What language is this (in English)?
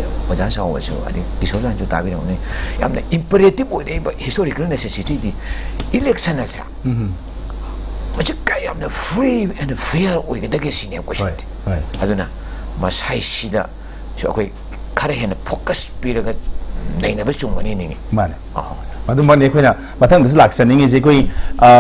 Manipuri